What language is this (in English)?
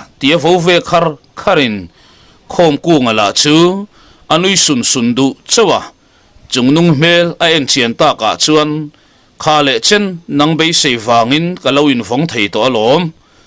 Mizo